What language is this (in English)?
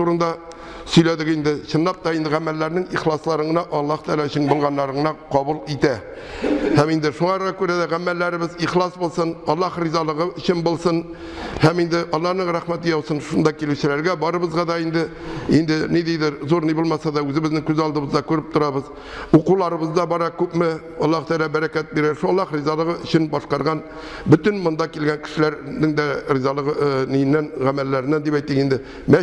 Tatar